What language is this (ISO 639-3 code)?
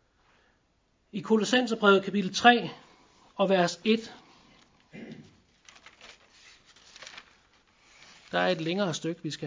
dan